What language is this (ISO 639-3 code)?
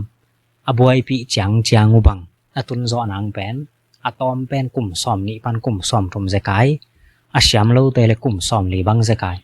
ctd